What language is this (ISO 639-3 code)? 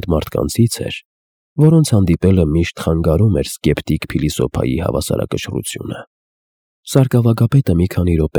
hye